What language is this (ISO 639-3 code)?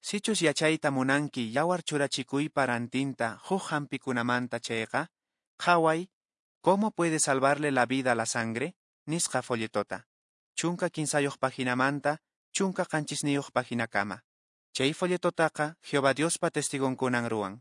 que